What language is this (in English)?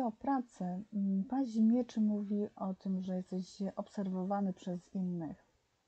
Polish